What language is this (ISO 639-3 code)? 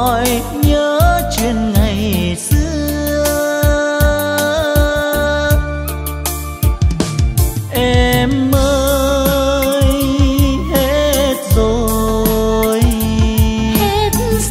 vie